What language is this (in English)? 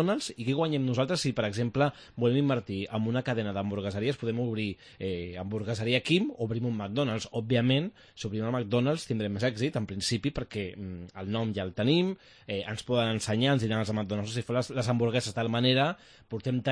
Catalan